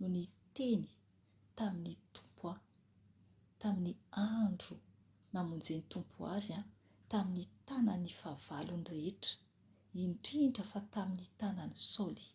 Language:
Malagasy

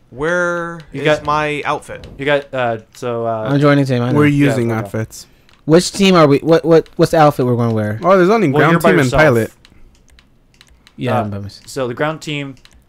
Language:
English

